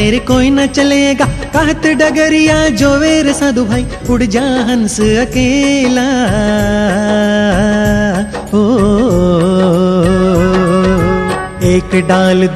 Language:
Hindi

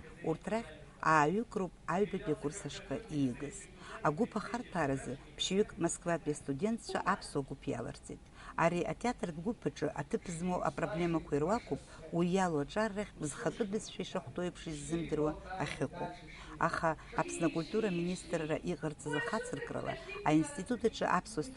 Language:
Abkhazian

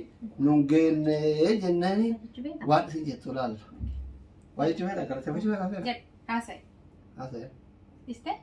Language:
Oromo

